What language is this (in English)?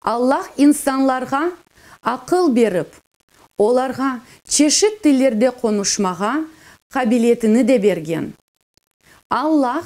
Crimean Tatar